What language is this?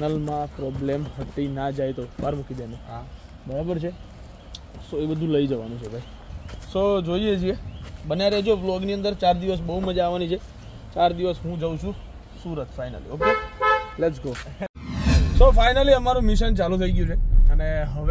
Gujarati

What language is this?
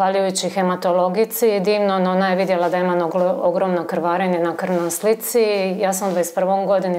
Croatian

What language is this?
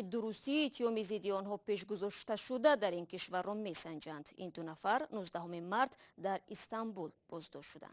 Tajik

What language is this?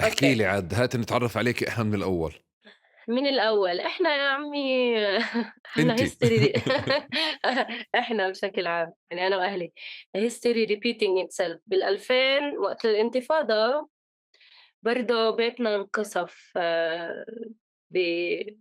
North Levantine Arabic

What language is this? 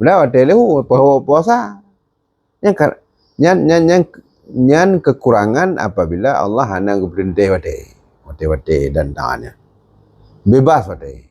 Achinese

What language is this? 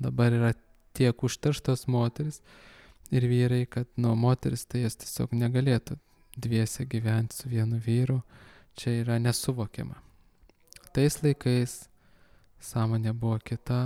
Lithuanian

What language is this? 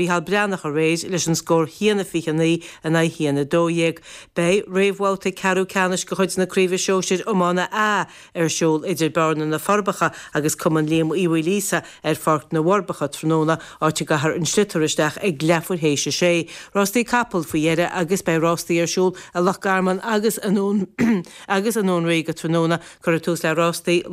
Irish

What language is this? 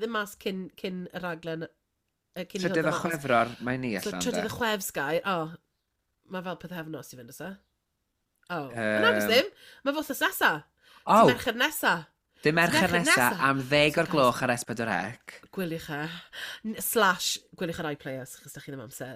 Welsh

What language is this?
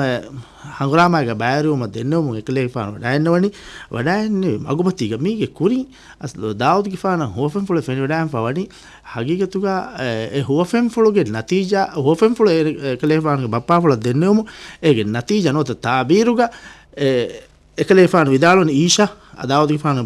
Divehi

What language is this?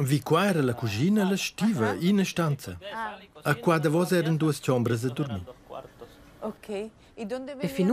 Romansh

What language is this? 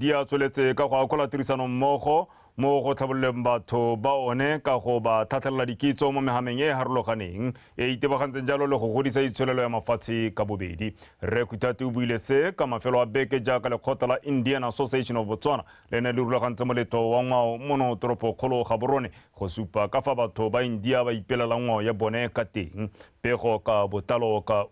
Tswana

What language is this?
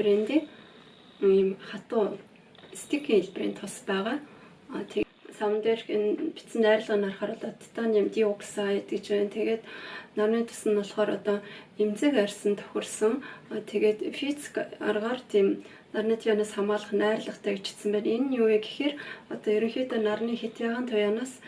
Mongolian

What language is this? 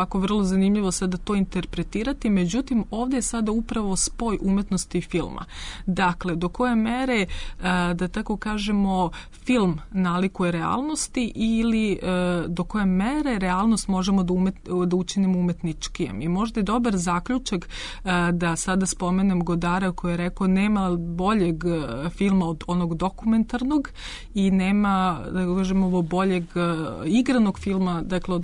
Serbian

